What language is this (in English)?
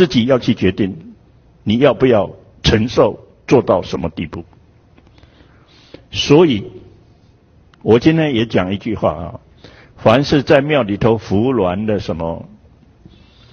Chinese